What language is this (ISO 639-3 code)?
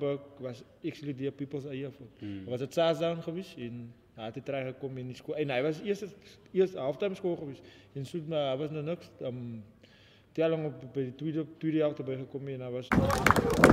afr